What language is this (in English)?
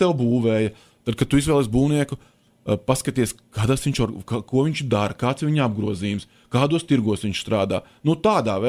Latvian